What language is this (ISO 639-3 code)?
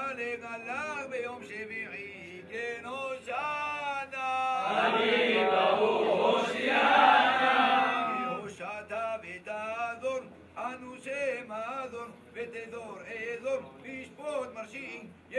heb